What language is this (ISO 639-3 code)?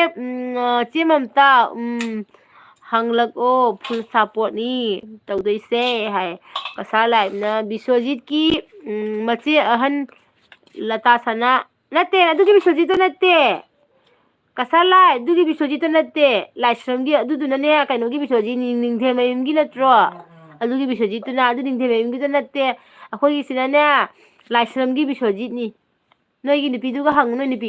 mni